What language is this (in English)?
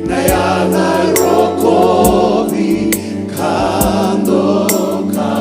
Fijian